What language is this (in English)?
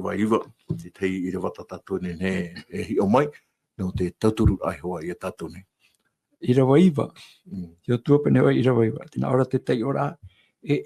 Tahitian